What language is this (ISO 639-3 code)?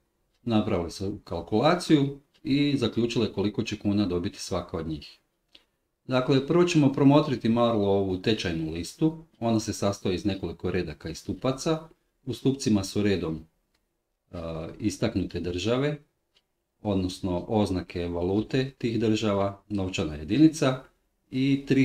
hrv